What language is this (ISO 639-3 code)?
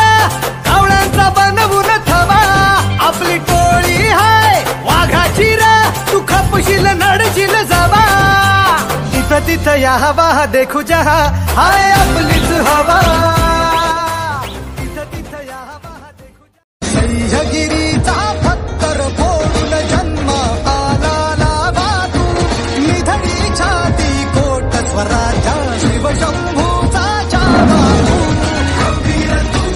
mar